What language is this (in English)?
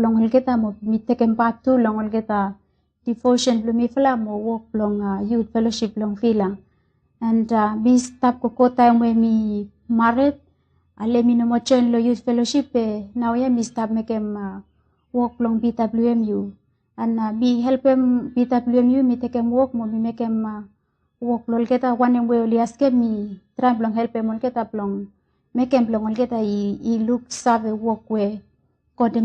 Bislama